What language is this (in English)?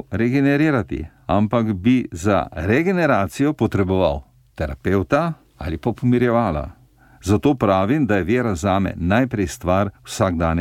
Slovenian